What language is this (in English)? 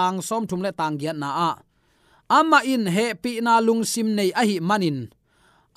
Tedim Chin